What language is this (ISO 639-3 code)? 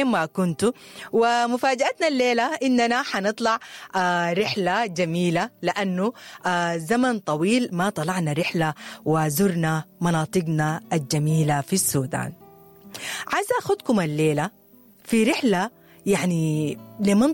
apd